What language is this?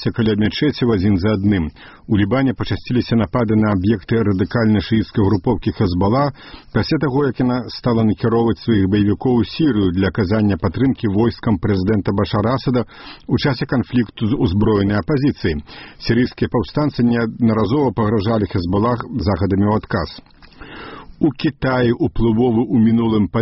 Belarusian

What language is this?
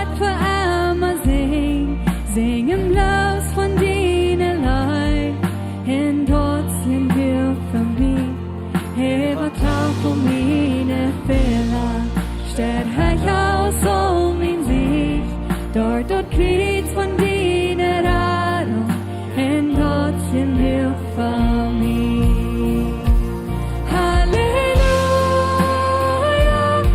Plautdietsch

